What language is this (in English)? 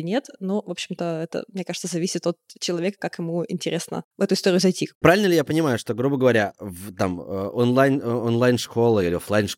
Russian